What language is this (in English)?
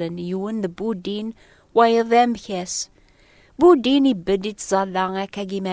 Kabyle